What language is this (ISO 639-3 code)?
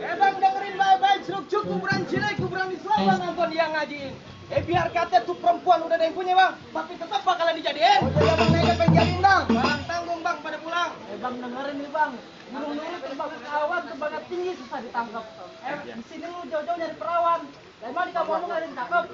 bew